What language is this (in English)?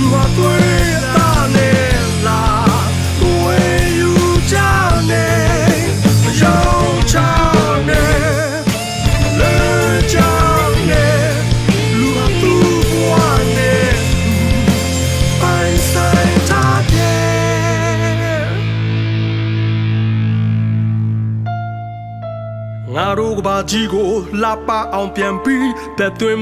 Burmese